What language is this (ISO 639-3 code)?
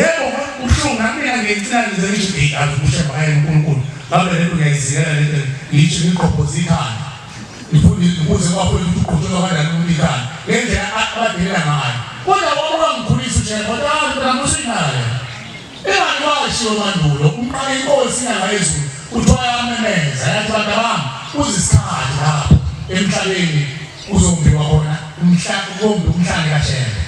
zul